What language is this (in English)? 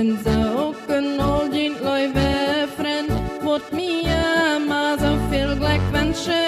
Plautdietsch